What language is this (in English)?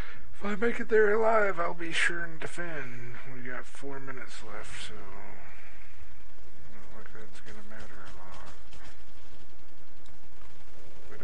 English